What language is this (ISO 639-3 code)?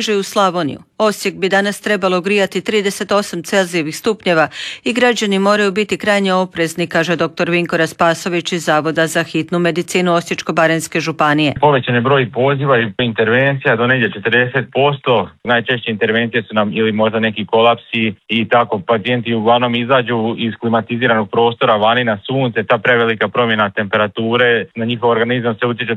hrv